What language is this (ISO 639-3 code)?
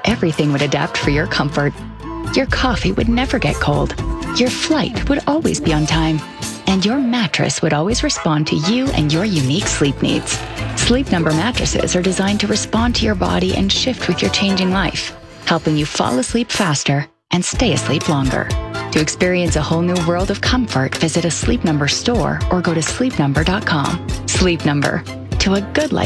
eng